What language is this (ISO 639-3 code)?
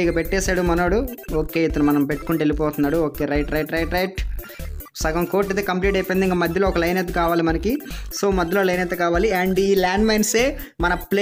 tel